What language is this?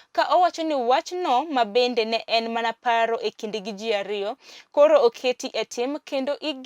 Luo (Kenya and Tanzania)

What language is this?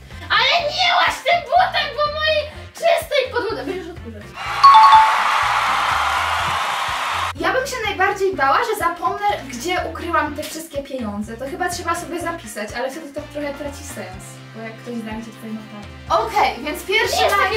Polish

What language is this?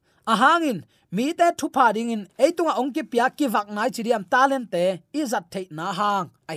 Tedim Chin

